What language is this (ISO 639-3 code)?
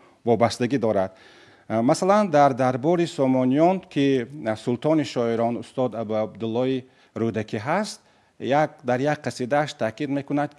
tgk